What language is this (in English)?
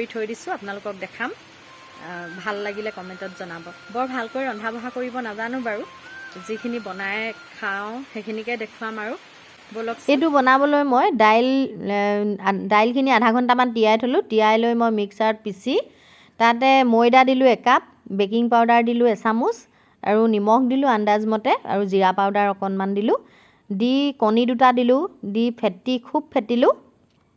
Assamese